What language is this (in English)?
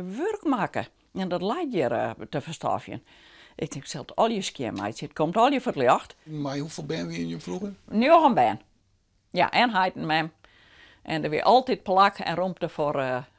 Western Frisian